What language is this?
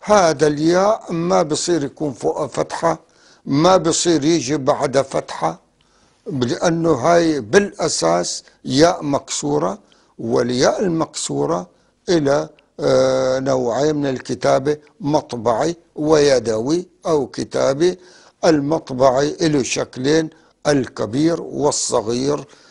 North Levantine Arabic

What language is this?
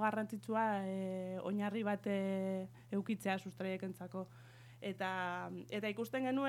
Basque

